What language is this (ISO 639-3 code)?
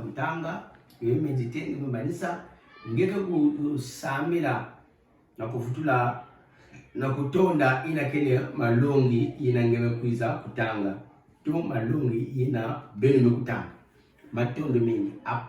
ktu